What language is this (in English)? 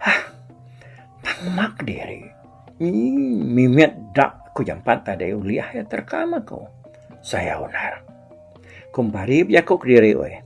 Iban